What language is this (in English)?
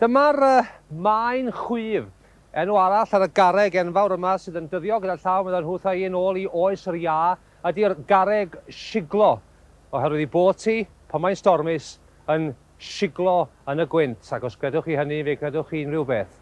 Welsh